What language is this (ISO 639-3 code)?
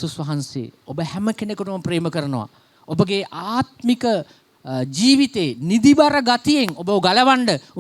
sin